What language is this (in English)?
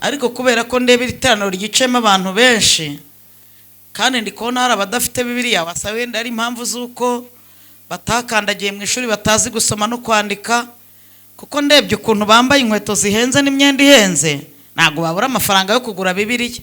Kinyarwanda